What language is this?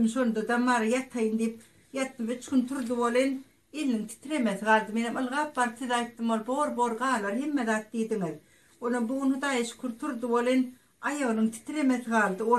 Turkmen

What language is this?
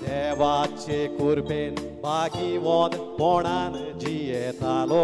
Konkani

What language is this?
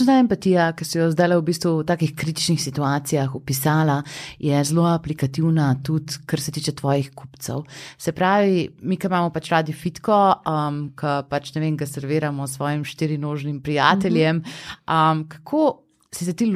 Slovenian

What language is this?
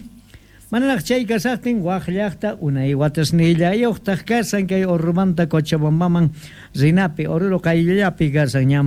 South Bolivian Quechua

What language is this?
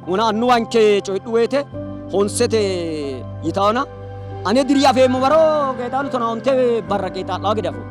Sidamo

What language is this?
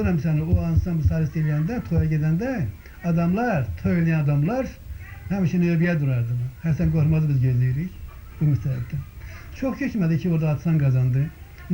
Azerbaijani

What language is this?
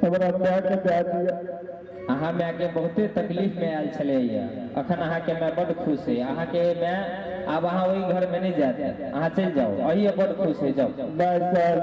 Maithili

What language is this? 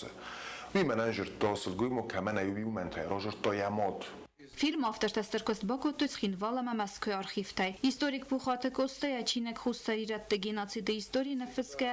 Ossetic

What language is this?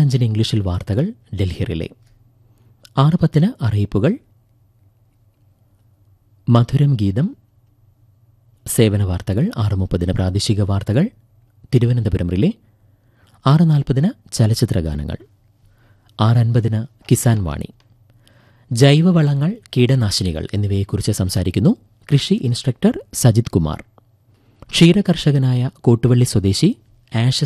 Malayalam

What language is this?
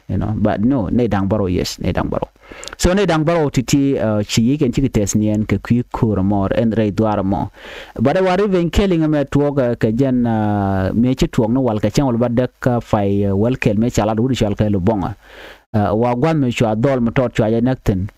Nuer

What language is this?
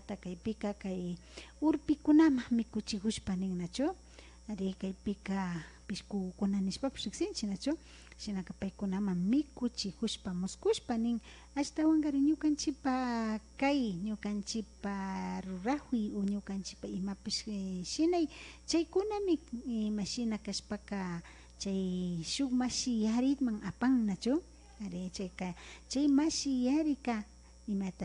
Imbabura Highland Quichua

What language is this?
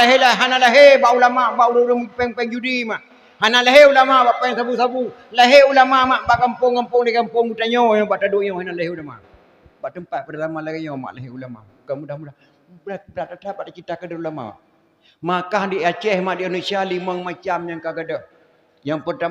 Achinese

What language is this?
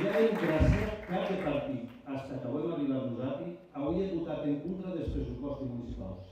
Occitan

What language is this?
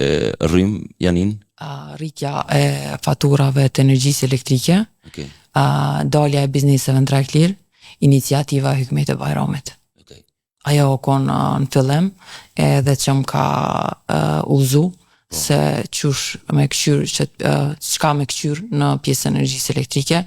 Albanian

